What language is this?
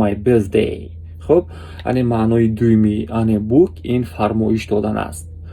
Tajik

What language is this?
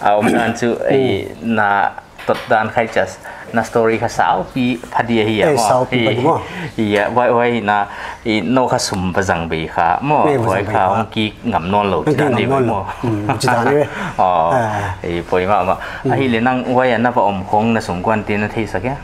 Paite Chin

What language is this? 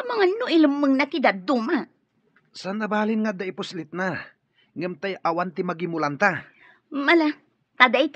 Iloko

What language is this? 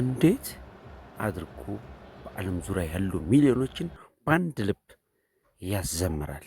Amharic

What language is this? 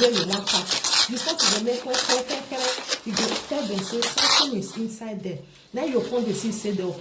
Nigerian Pidgin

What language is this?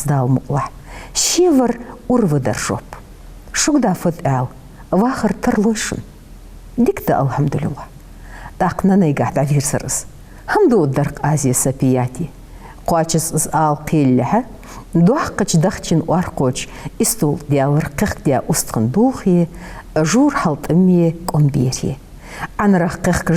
Ingush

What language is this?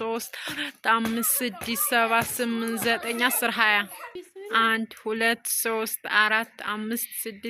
Amharic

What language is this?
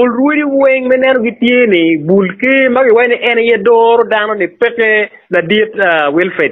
Acoli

